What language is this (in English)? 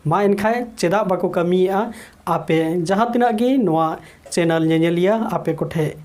Santali